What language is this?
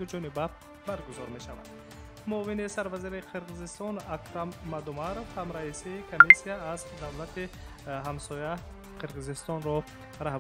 Tajik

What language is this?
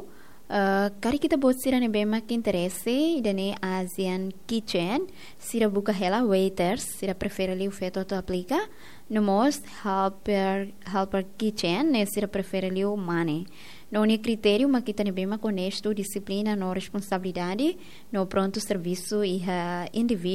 Tetum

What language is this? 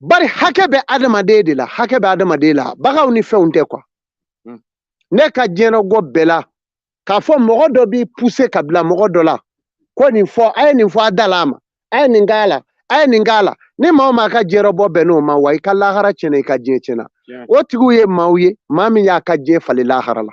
Bambara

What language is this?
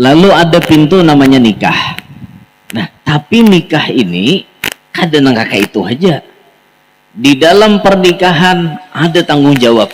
Banjar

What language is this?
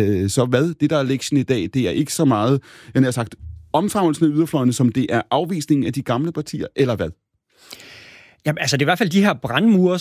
Danish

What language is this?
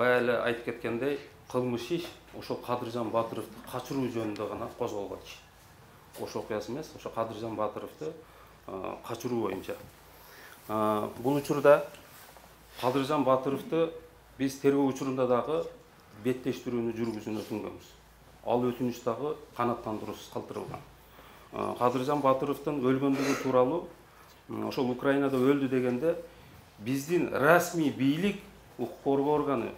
Kyrgyz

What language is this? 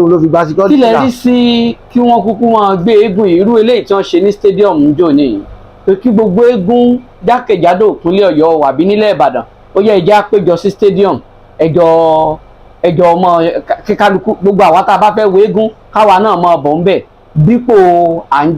Yoruba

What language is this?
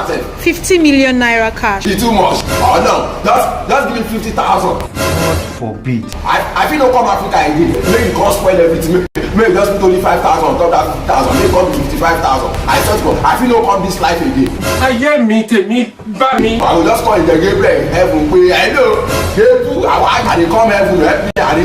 Nigerian Pidgin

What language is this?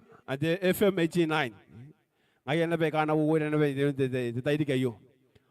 Gilbertese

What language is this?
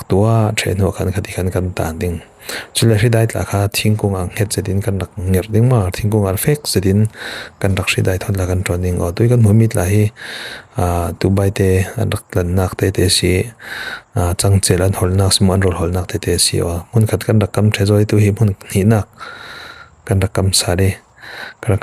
Falam Chin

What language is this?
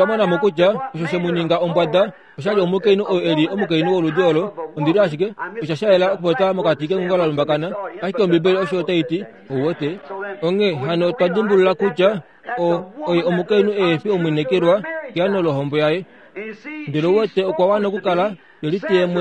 Kuanyama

